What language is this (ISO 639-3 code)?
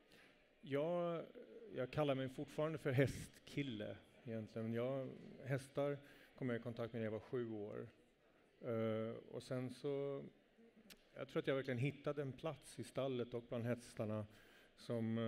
swe